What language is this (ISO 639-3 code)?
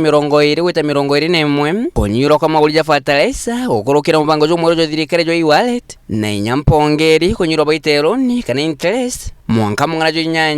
mer